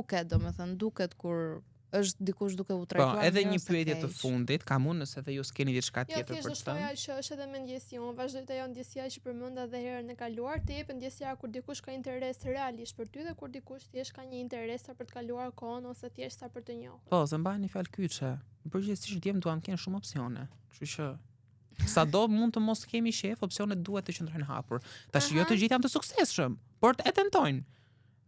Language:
Albanian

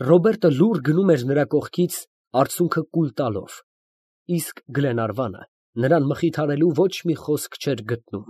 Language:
Armenian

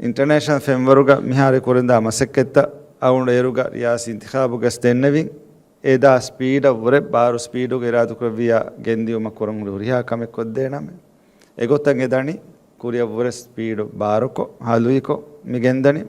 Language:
Divehi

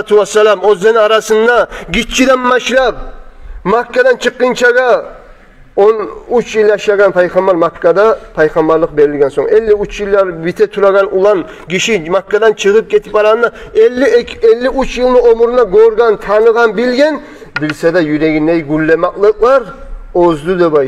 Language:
Kumyk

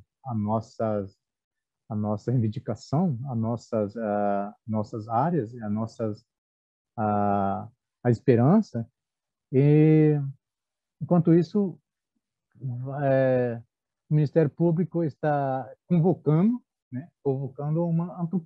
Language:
Portuguese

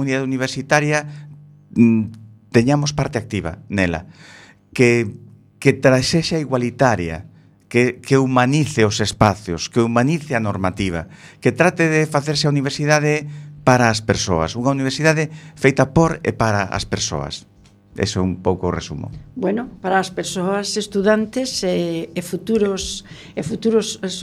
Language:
Galician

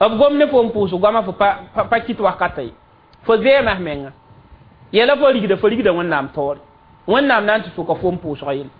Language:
Mossi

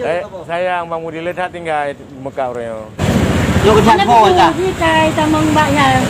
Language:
Achinese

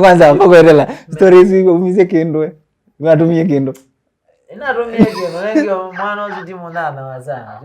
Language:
Kamba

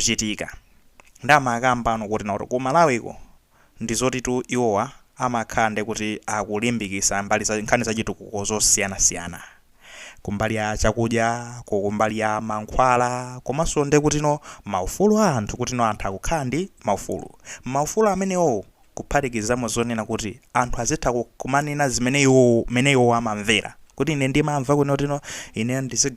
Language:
Nyanja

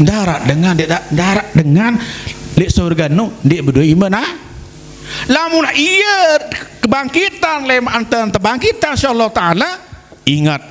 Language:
Sasak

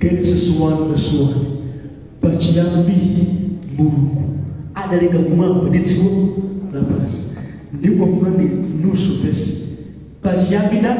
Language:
Nyanja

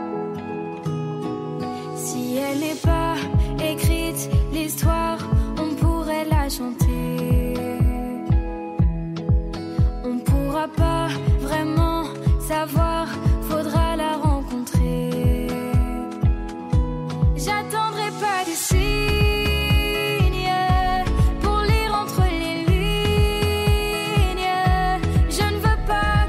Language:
French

